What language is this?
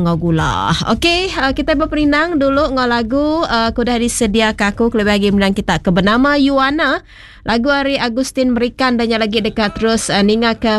Iban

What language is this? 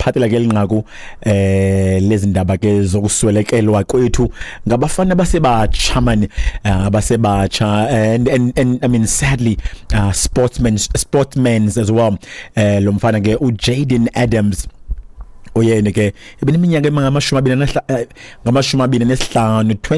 Xhosa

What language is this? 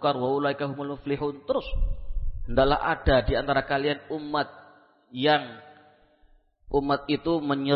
Indonesian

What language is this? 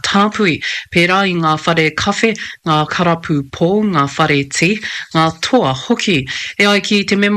Māori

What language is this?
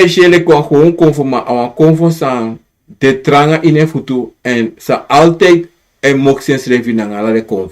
Sranan Tongo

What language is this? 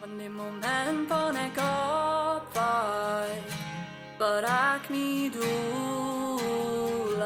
Plautdietsch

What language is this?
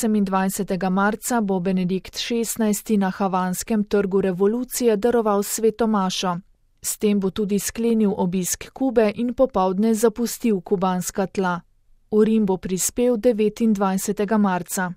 Slovenian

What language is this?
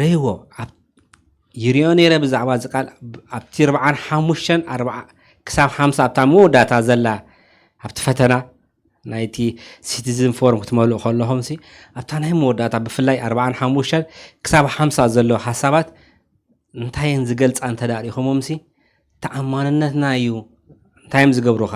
Tigrinya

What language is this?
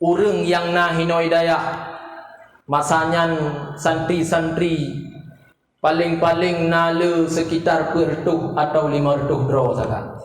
Achinese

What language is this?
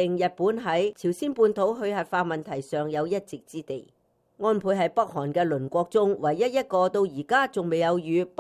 Cantonese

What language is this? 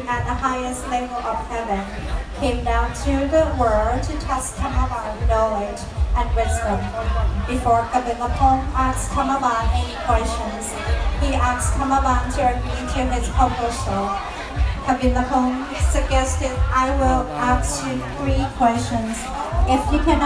Lao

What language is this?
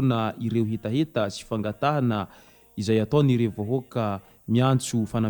Malagasy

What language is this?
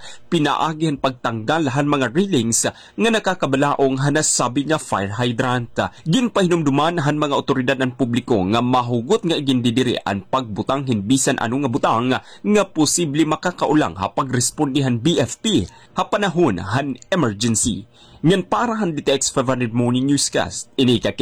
Waray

